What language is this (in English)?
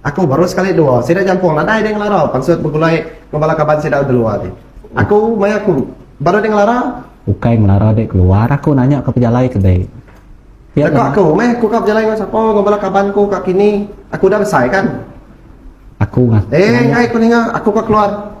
Iban